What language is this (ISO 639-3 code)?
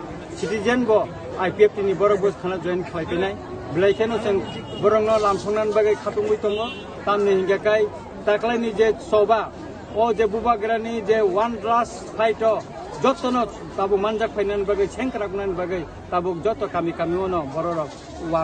trp